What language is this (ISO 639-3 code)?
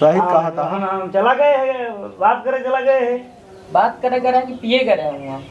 awa